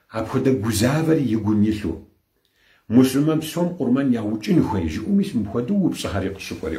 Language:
Kabardian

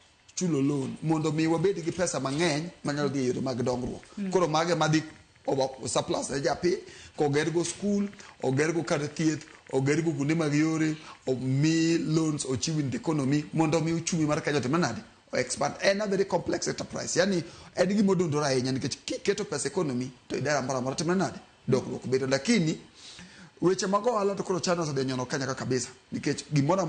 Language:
Luo (Kenya and Tanzania)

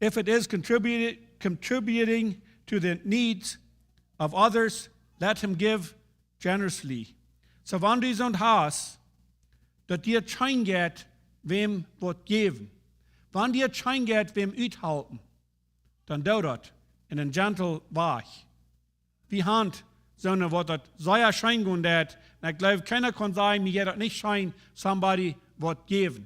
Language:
Plautdietsch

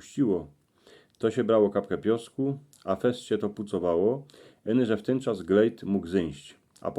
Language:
Silesian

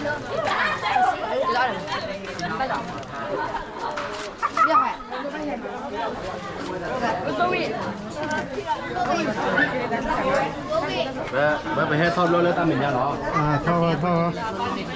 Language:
S'gaw Karen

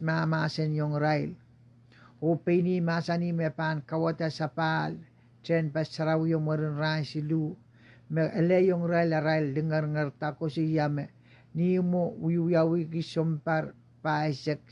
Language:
Pohnpeian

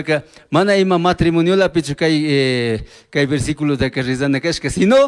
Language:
Chimborazo Highland Quichua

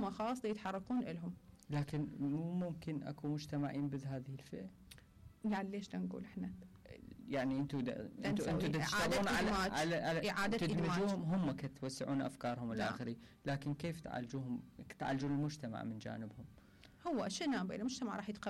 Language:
Mesopotamian Arabic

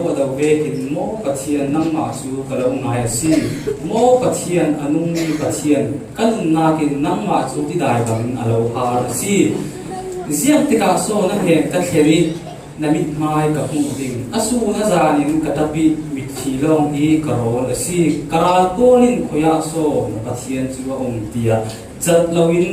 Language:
Falam Chin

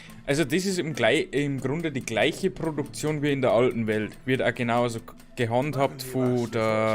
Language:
Bavarian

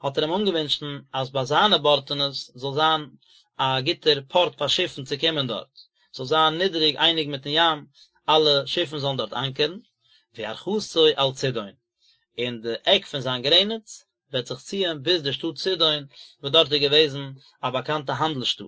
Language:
Yiddish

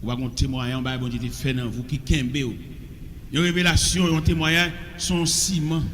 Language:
Haitian Creole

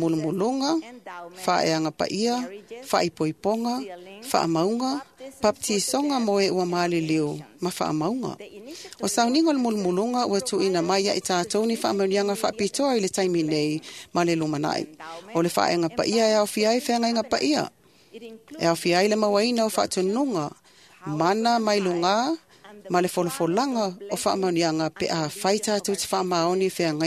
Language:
Samoan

